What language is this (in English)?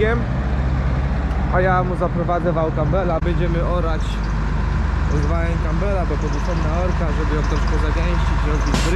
Polish